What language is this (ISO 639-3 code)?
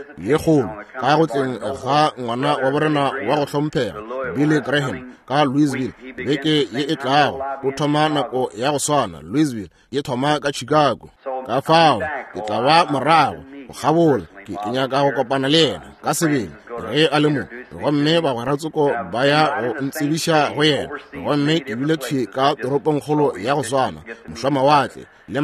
nso